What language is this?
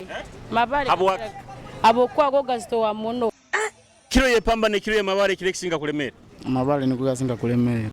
Nyoro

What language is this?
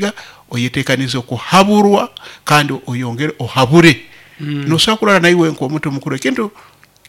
Nyoro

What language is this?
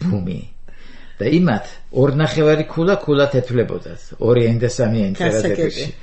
Georgian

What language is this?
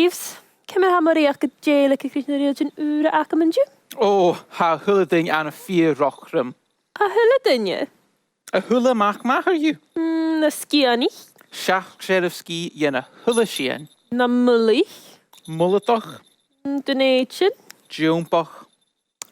Scottish Gaelic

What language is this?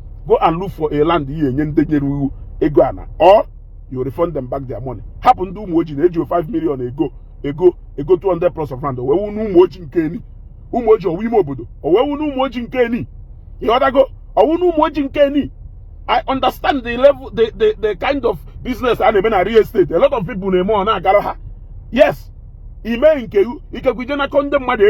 Igbo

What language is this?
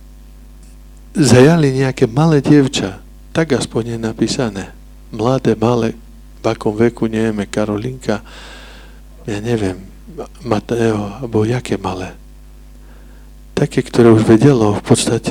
Slovak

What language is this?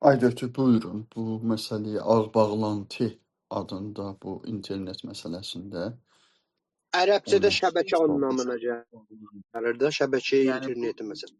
South Azerbaijani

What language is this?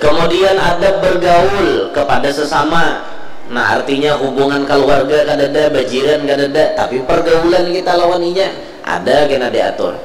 Banjar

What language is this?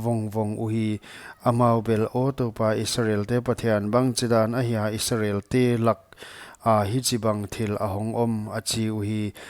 Paite Chin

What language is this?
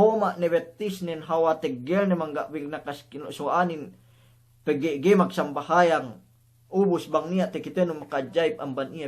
Yakan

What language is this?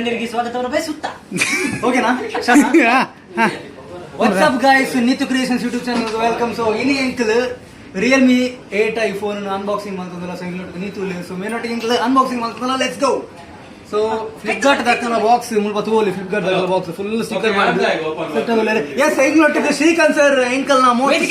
Tulu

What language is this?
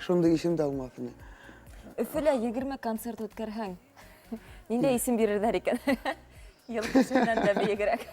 Bashkir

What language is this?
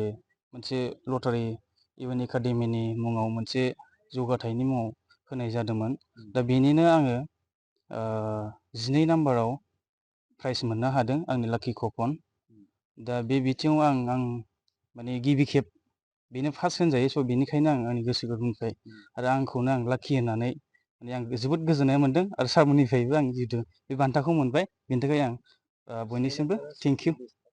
Bodo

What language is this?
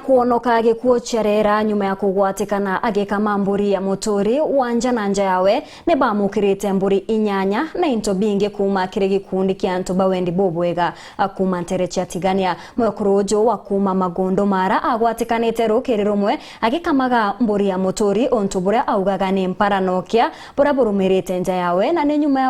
Meru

